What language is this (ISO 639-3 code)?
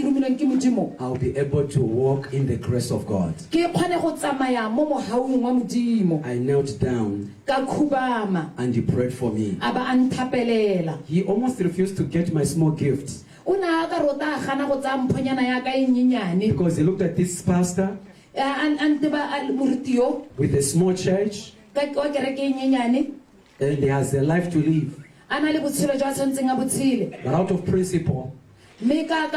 tsn